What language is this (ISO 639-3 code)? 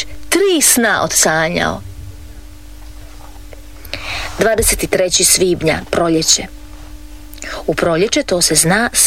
hrv